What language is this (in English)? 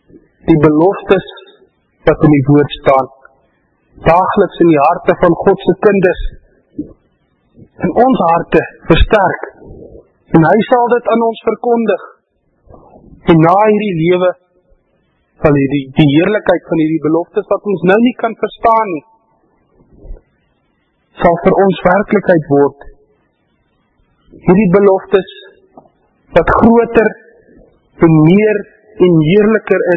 Afrikaans